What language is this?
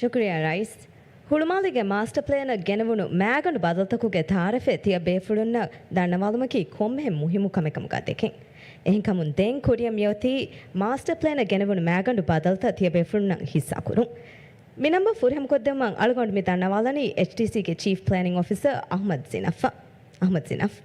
Divehi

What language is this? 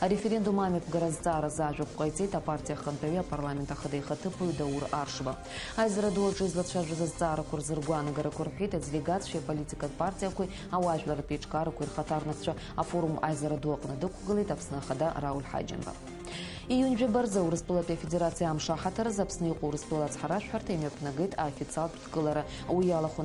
Abkhazian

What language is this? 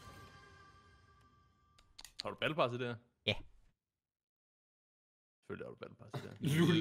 Danish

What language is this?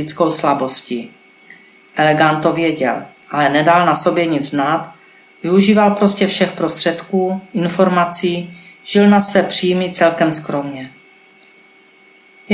Czech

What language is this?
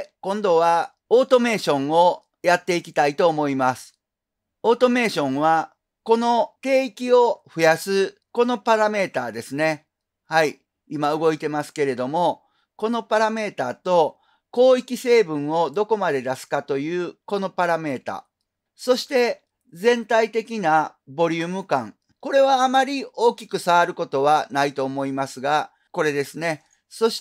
Japanese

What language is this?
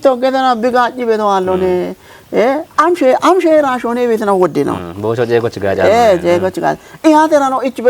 Kafa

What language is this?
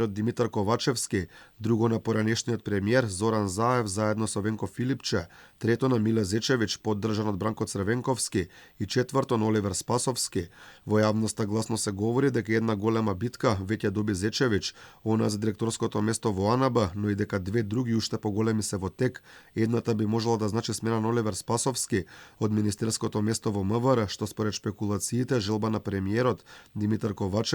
Macedonian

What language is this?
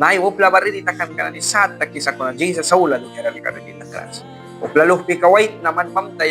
Mískito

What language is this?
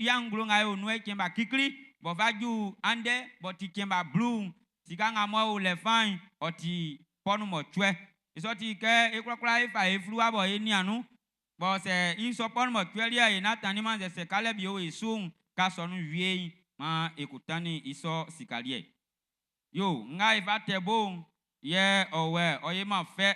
Baoulé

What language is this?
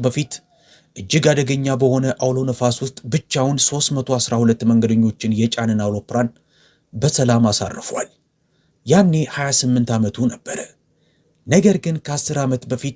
Amharic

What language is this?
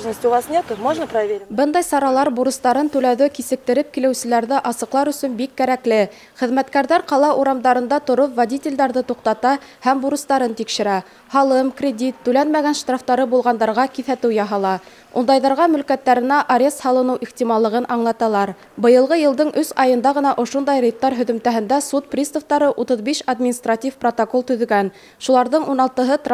Bashkir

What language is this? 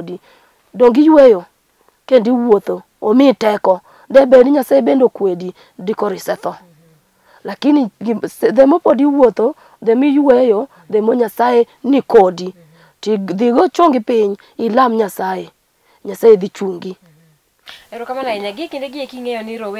Luo (Kenya and Tanzania)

